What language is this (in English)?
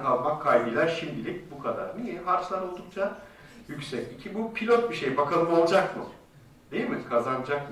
Turkish